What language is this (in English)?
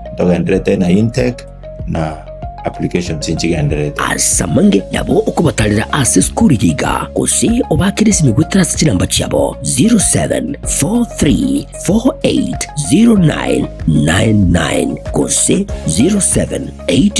Gusii